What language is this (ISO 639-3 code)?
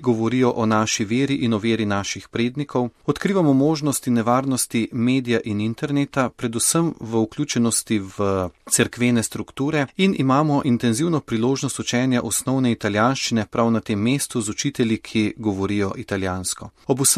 slv